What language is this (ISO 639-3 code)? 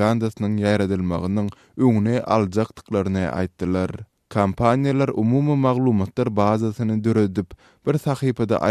tuk